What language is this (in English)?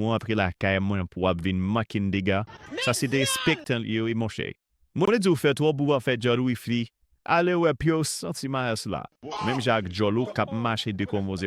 Haitian Creole